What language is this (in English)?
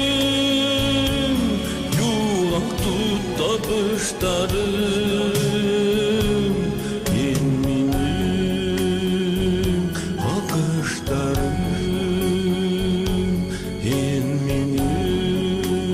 Bashkir